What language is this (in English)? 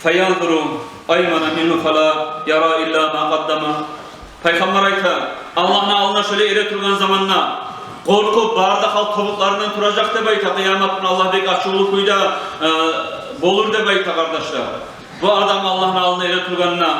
Kumyk